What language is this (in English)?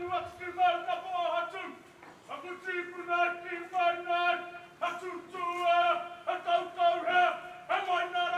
Māori